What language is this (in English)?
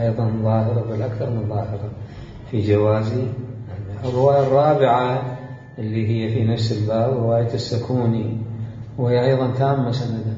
Mesopotamian Arabic